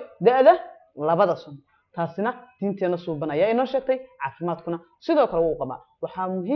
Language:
Somali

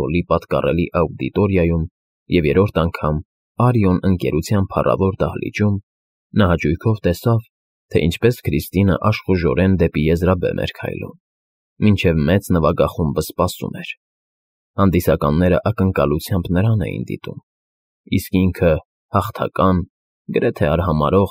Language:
Armenian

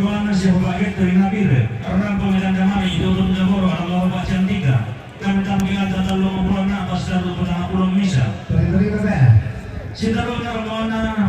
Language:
Toraja-Sa'dan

